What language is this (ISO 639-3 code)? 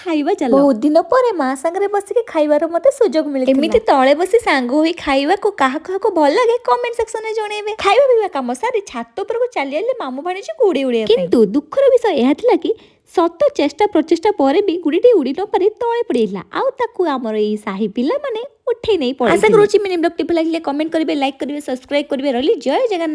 ori